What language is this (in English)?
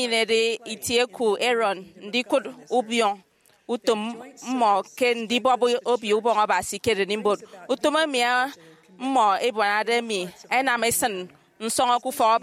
Efik